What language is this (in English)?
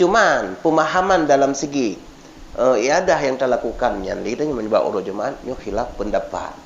Achinese